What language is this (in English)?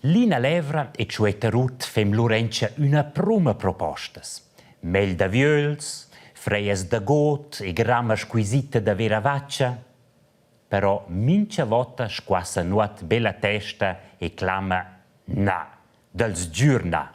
Romansh